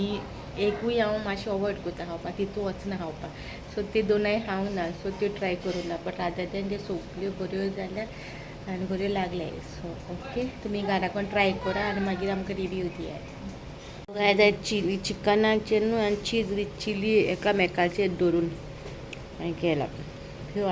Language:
Konkani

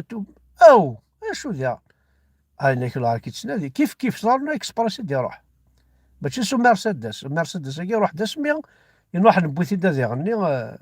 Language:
Kabyle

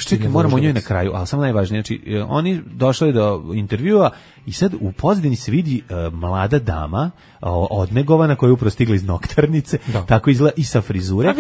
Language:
Serbian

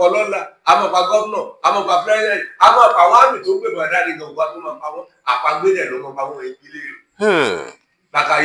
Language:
Yoruba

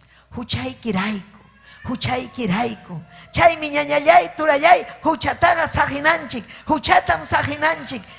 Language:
Ayacucho Quechua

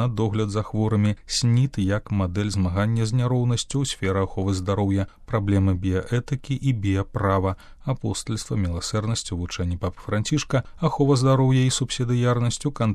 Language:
Belarusian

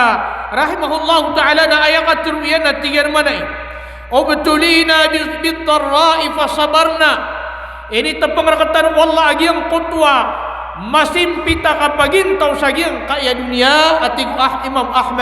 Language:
Maranao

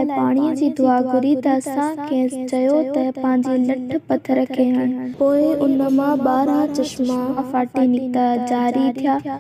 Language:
Sindhi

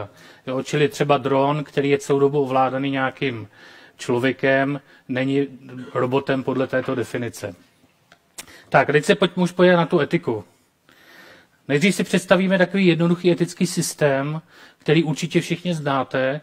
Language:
Czech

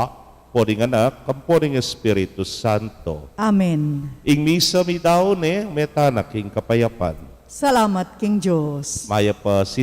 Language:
Pampanga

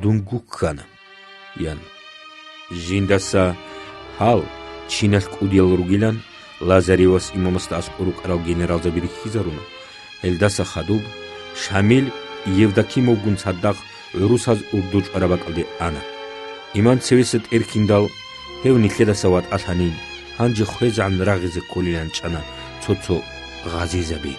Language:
Avaric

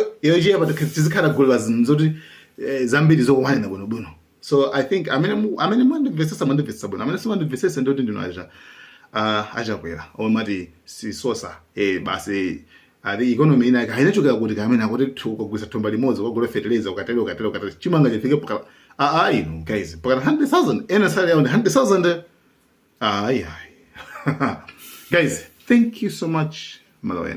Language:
Nyanja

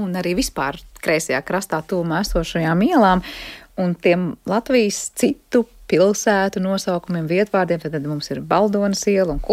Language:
Latvian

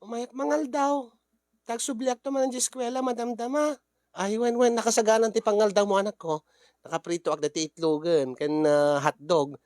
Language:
Iloko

